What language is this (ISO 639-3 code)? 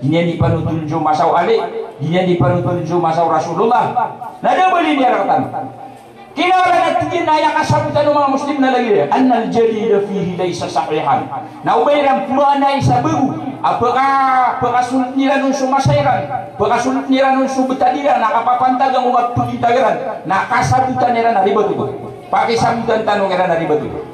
mrw